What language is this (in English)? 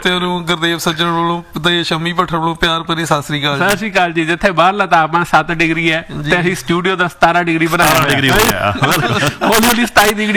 Punjabi